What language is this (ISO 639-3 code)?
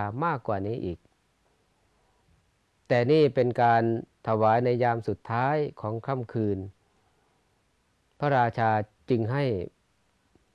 tha